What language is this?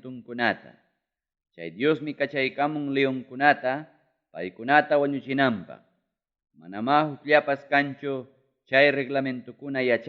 Ayacucho Quechua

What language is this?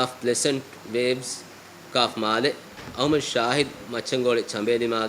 Divehi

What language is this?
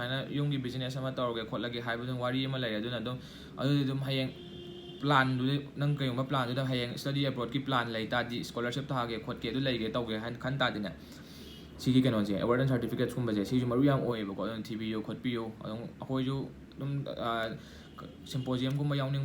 Manipuri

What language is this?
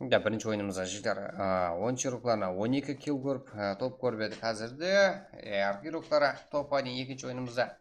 Kara-Kalpak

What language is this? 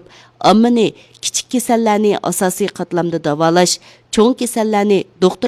Uyghur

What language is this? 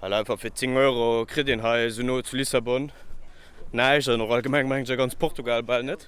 Luxembourgish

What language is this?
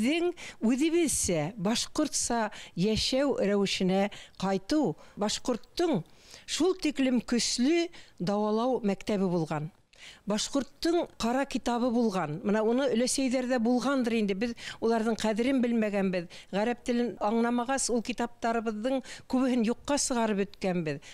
Bashkir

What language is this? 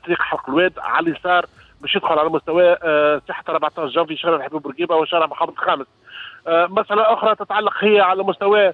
Tunisian Arabic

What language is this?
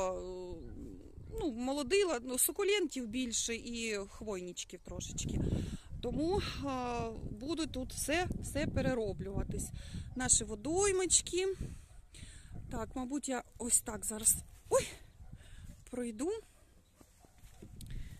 Ukrainian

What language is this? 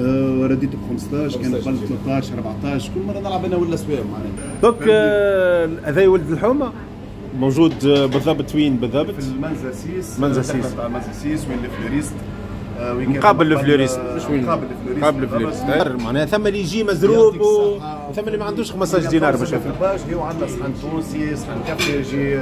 Tunisian Arabic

